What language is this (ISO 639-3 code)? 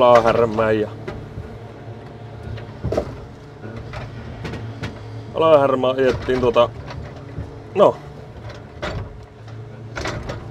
fin